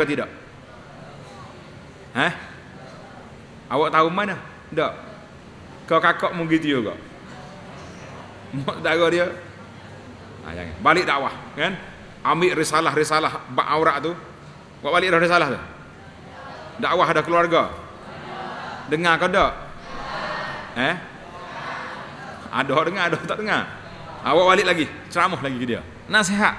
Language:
Malay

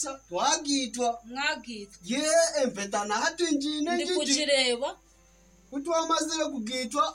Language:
Nyankole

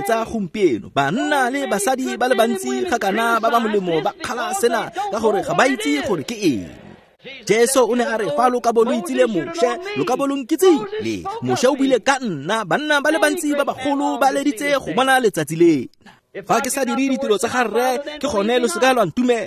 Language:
Tswana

